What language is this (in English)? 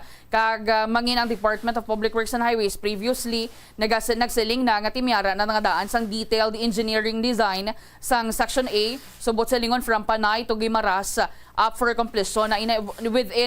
Hiligaynon